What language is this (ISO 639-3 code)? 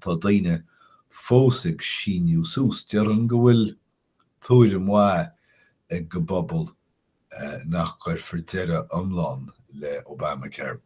gle